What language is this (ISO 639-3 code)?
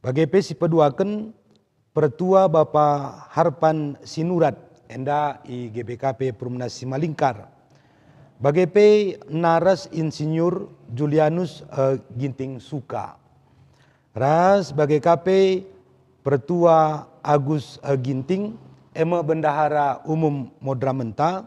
btx